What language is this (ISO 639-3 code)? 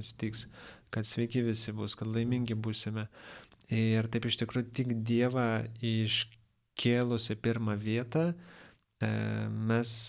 lit